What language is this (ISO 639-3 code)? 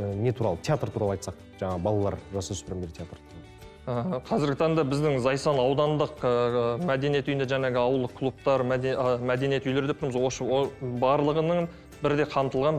kaz